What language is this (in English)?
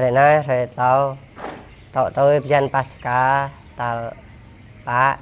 Jarai